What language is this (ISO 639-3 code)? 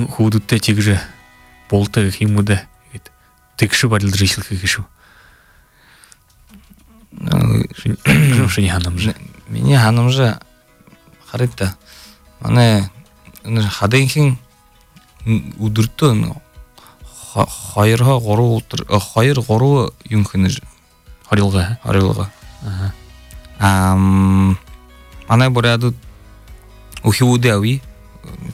bua